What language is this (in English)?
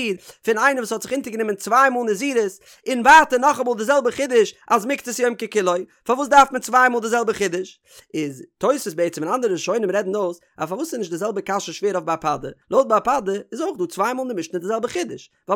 Yiddish